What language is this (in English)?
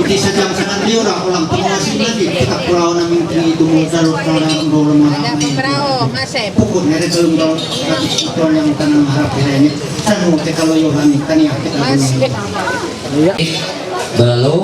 Ma'anyan